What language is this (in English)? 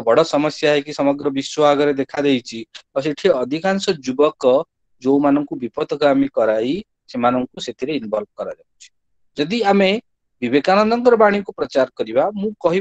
Odia